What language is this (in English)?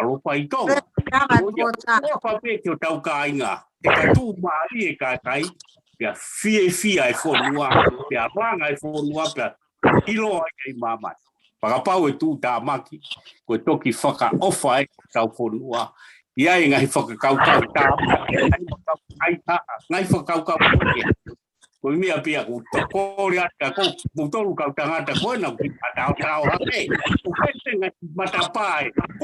Tongan